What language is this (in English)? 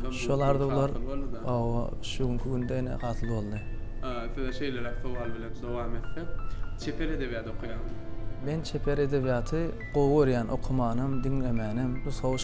Turkmen